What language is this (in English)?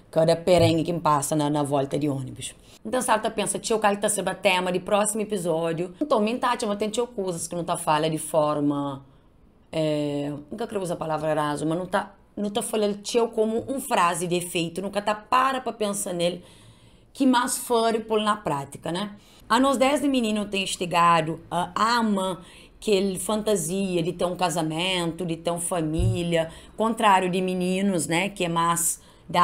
Kabuverdianu